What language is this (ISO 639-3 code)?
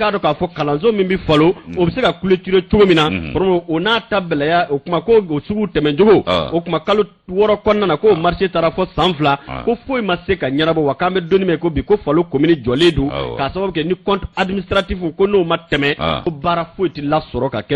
bam